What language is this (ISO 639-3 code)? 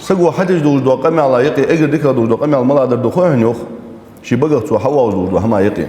inh